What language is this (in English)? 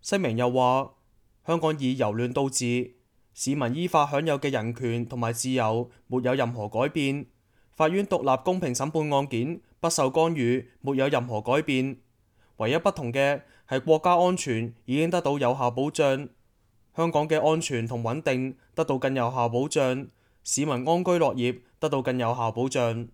Cantonese